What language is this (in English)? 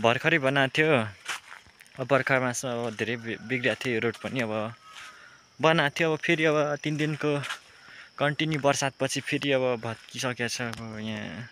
Nepali